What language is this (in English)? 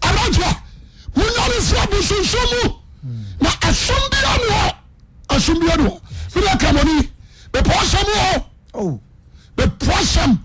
Akan